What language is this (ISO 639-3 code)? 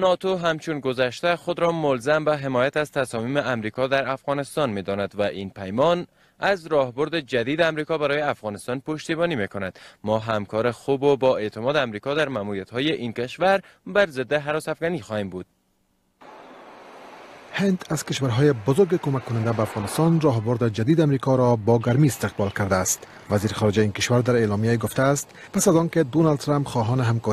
fas